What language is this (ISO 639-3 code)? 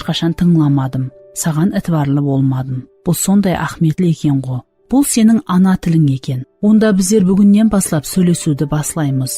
kaa